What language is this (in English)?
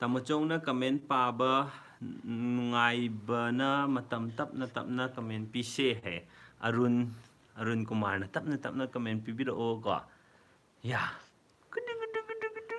Manipuri